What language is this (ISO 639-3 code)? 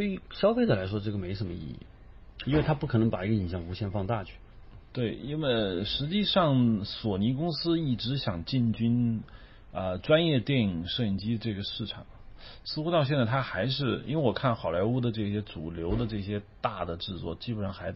zho